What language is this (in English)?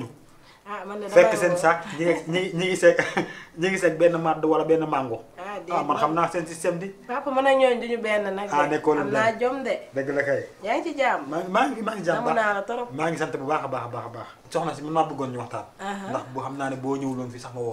Wolof